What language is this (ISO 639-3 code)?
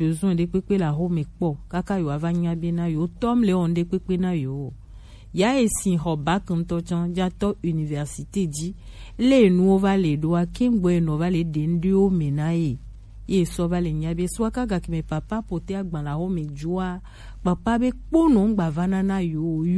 gej